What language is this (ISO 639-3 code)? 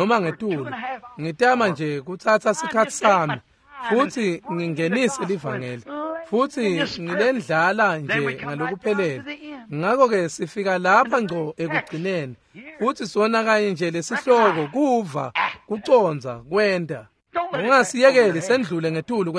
ssw